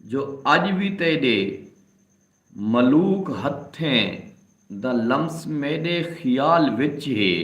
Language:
Saraiki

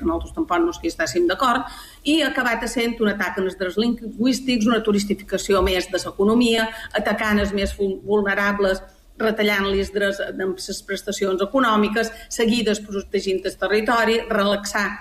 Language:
Catalan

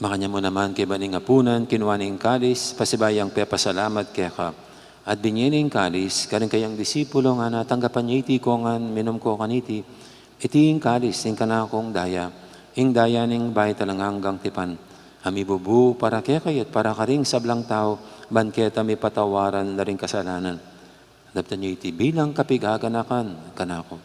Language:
Pampanga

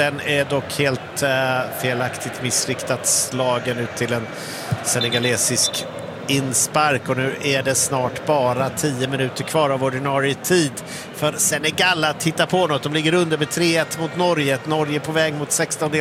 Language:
Swedish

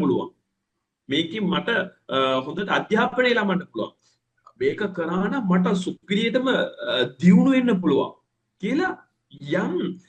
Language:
Sinhala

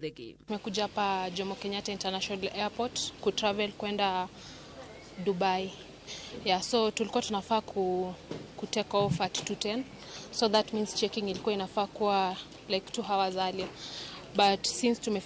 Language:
Luo (Kenya and Tanzania)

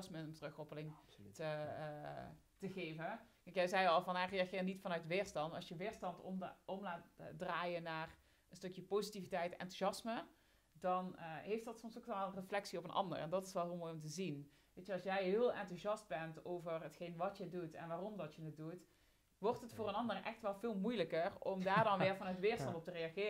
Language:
Dutch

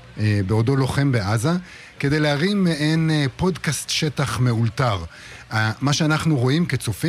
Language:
Hebrew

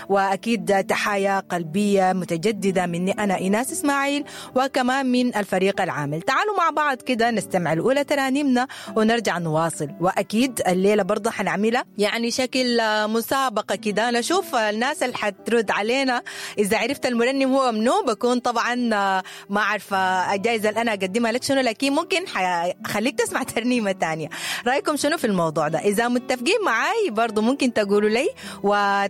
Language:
Sudanese Arabic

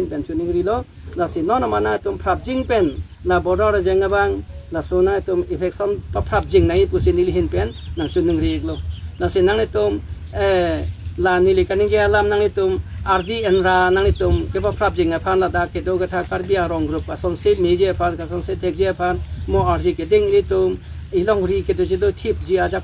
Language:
Karbi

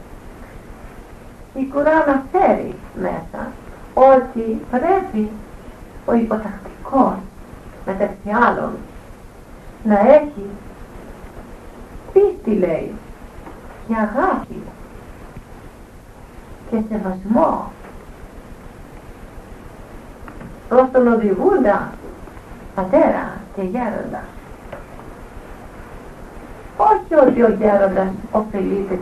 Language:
Greek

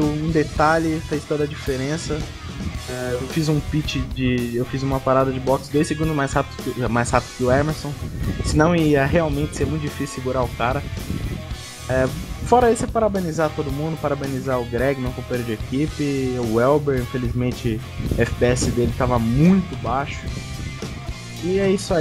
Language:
Portuguese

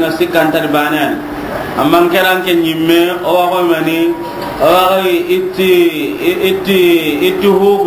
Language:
Soninke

